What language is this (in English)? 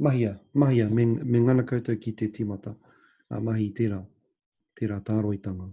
Māori